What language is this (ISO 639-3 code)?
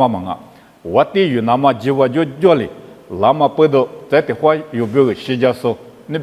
lis